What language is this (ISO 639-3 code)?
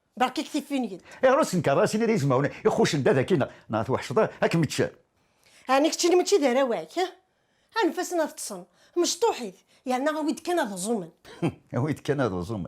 kab